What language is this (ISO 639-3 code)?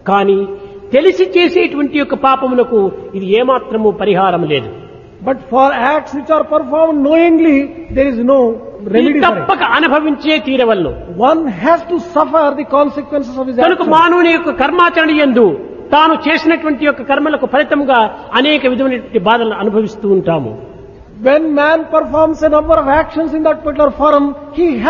tel